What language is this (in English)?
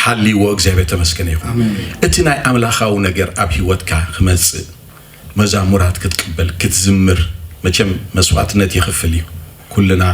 Tigrinya